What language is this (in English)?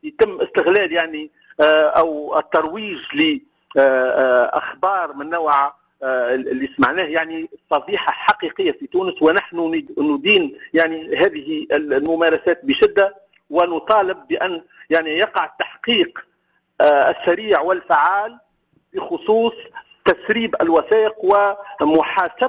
Tunisian Arabic